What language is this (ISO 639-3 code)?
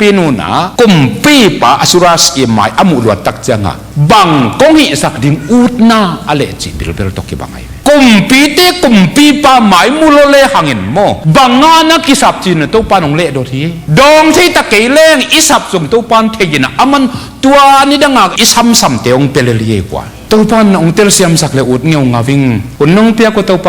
ctd